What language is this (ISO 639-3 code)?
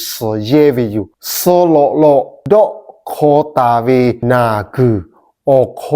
lhu